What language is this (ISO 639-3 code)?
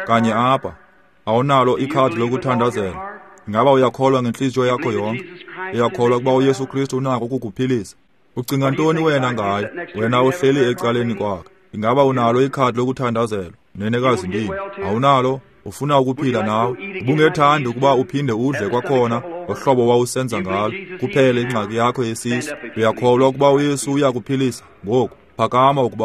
xho